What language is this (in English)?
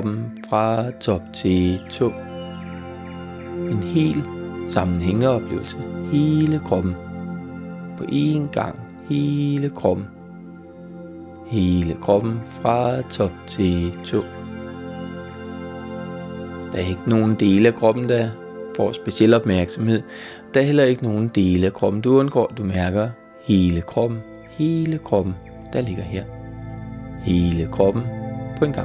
Danish